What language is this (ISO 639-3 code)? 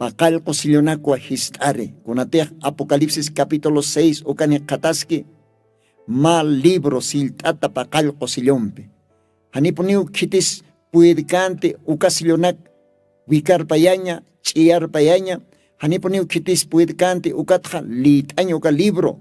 aym